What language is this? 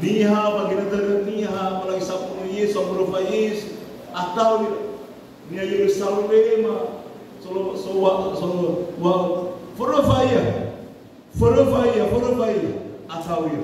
Nias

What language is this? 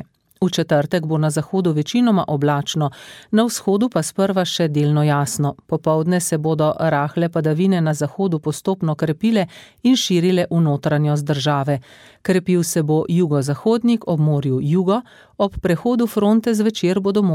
Slovenian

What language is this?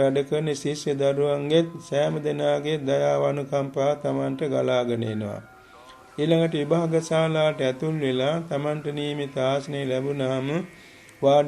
Sinhala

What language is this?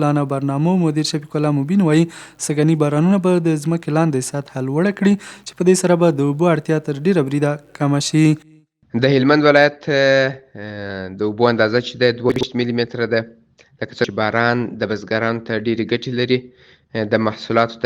Pashto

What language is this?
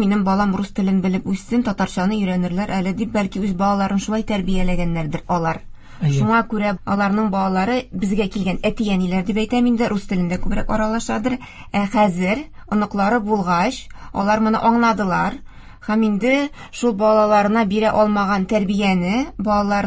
Tatar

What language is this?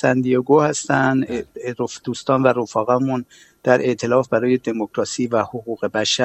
Persian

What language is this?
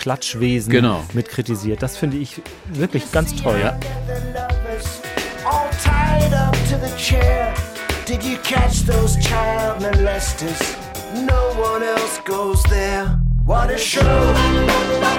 German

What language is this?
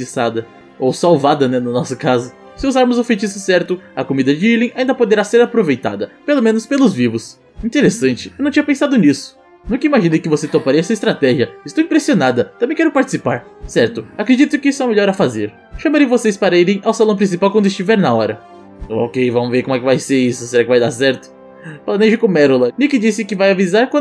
Portuguese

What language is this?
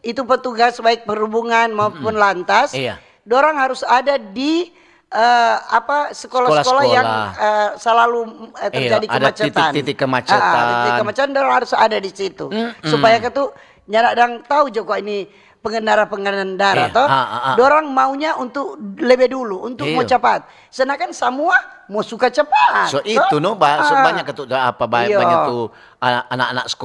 Manado Malay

